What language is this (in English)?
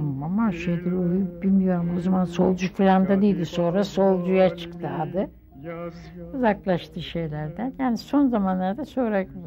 Turkish